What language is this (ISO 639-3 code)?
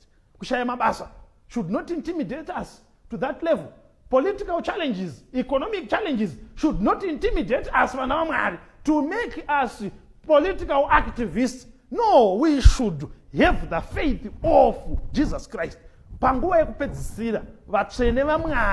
sna